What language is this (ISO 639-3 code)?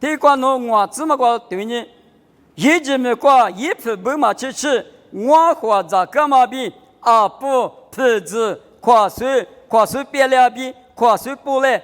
lis